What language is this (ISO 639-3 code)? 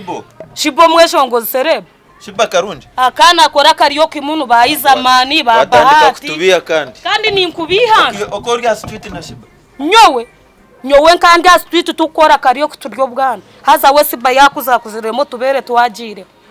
nyn